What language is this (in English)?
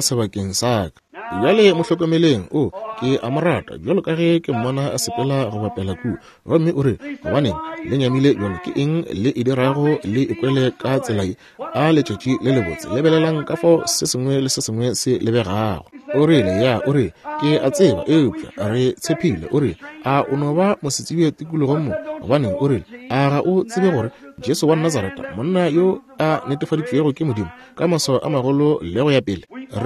Northern Sotho